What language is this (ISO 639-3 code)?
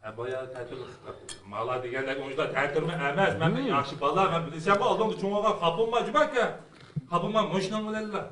uig